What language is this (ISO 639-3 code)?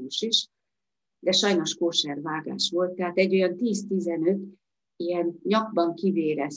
hun